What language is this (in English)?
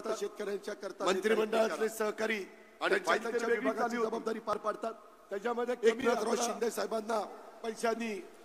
Marathi